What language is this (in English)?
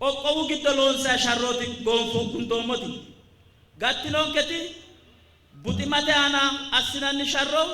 Sidamo